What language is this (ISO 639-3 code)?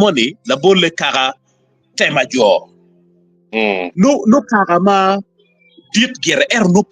ach